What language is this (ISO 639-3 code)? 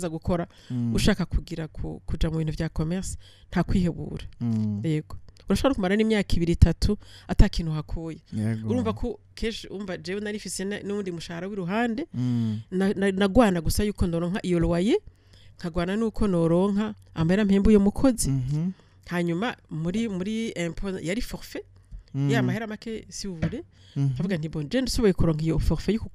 run